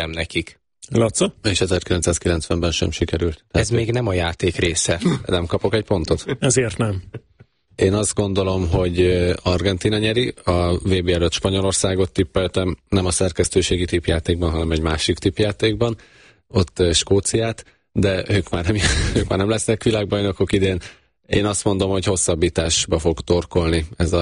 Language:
Hungarian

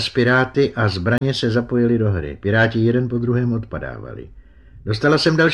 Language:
Czech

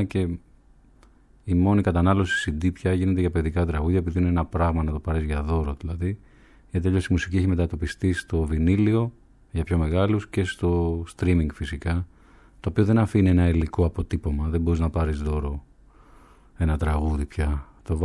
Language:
Greek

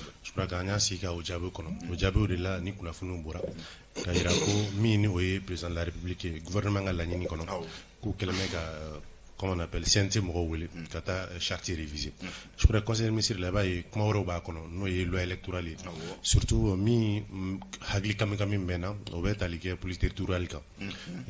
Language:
Bambara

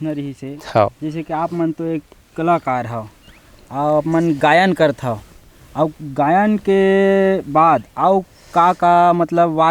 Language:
Chhattisgarhi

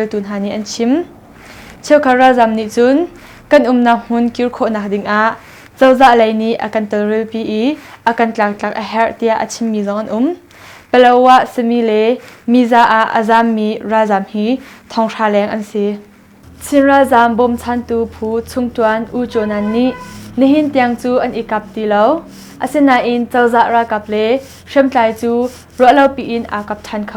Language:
Hakha Chin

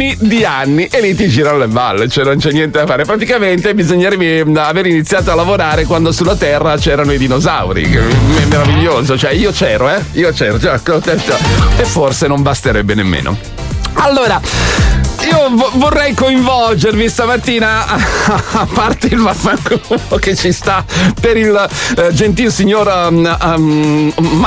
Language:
Italian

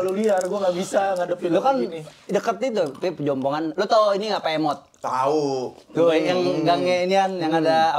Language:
Betawi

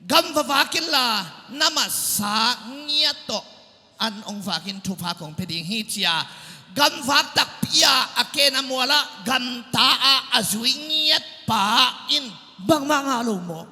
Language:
Tedim Chin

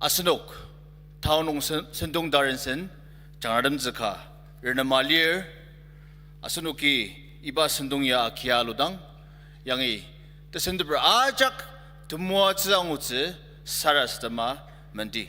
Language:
Ao Naga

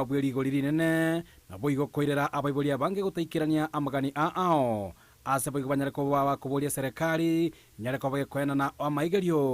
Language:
Gusii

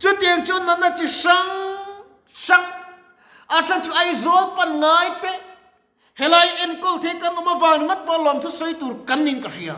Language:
Mizo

